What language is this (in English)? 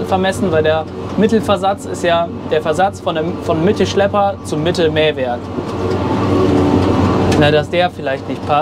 German